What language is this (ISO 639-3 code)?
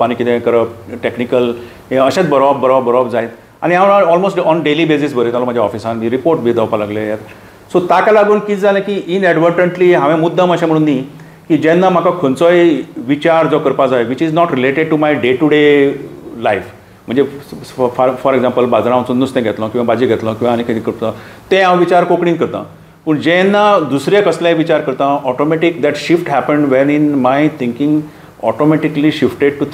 kok